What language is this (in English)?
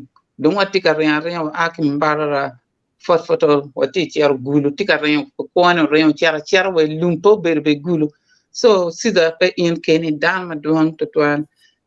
Acoli